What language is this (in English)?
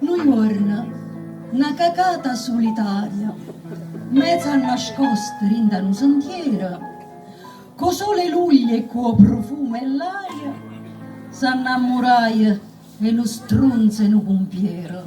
Neapolitan